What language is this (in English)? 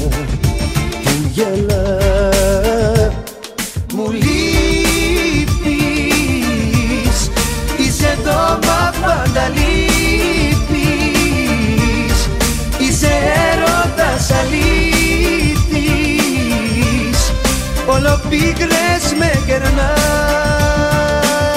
Greek